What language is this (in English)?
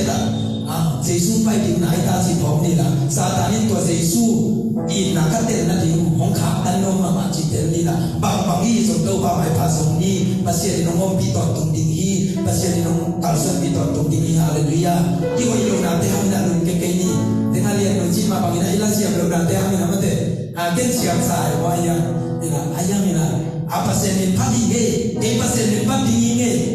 Tedim Chin